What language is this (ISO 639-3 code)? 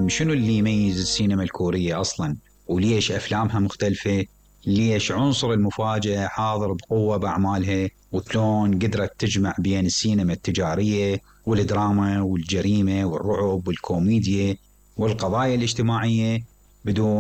acm